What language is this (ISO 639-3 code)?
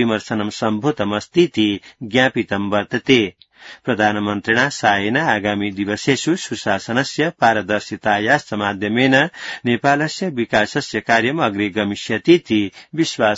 san